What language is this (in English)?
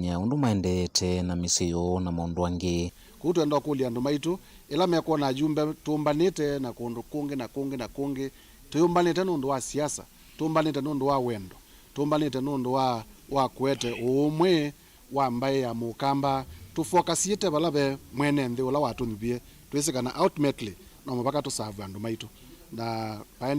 Kamba